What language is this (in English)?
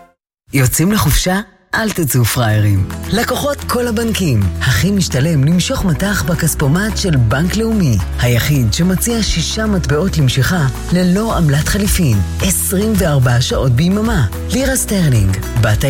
Hebrew